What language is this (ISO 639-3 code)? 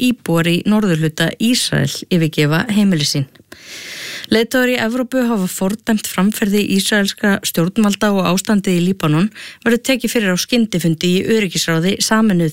isl